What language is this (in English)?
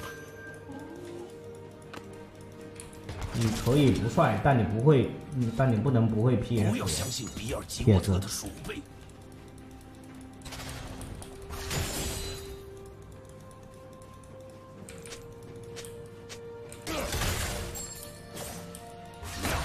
Chinese